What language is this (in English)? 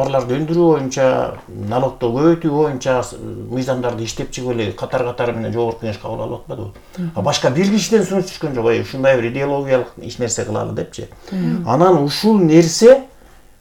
Kyrgyz